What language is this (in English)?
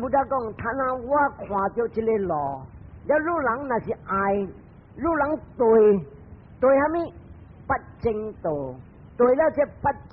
Min Nan Chinese